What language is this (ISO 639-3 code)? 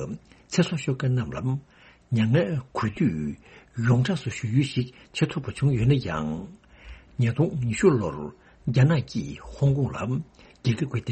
bod